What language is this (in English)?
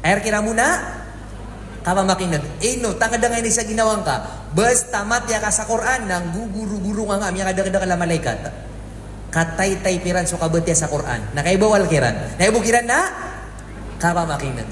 Maranao